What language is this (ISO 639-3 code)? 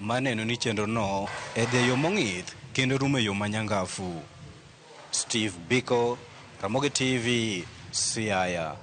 luo